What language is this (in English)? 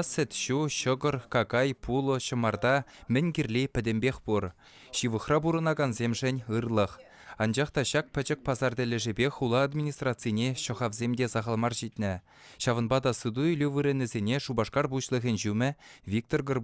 Chuvash